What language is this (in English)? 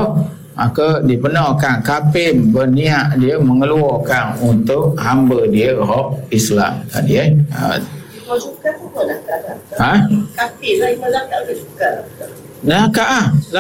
Malay